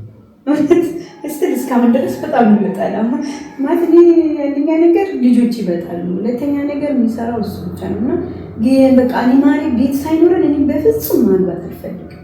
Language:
Amharic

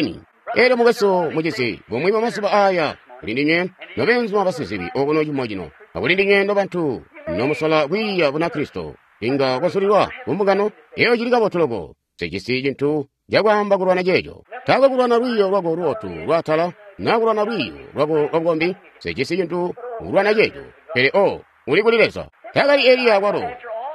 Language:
Tonga (Zambia)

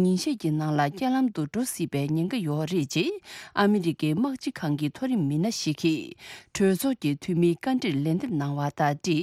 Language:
Tibetan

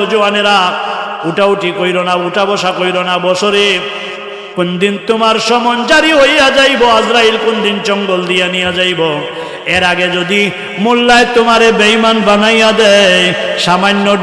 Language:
Sylheti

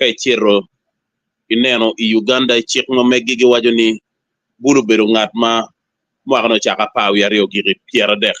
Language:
Acoli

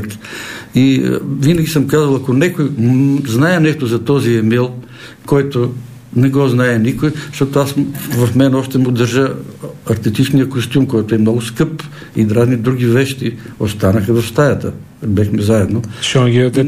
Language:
Bulgarian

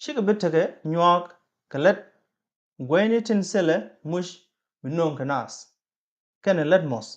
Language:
Nuer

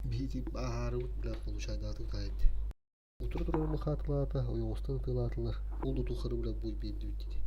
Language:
Yakut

